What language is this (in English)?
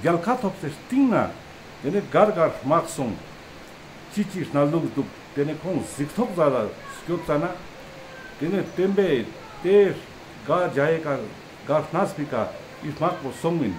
Ladakhi